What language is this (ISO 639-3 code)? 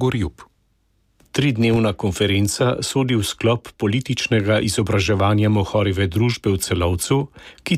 slv